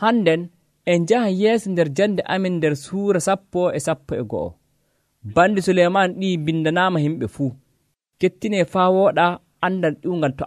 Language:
Nigerian Fulfulde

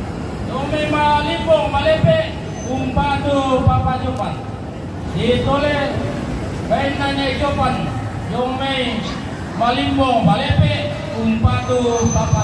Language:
Toraja-Sa'dan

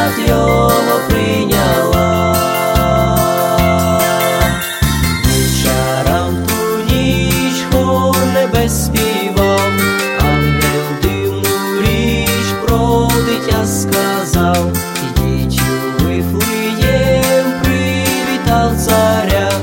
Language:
Ukrainian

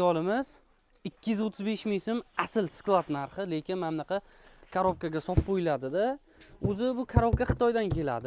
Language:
Uzbek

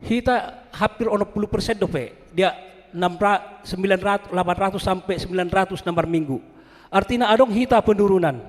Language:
Batak Toba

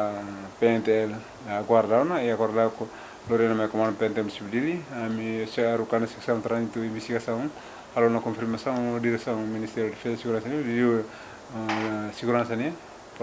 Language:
Tetum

